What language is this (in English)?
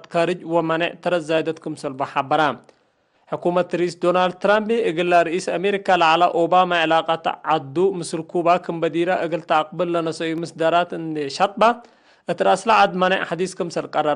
Tigre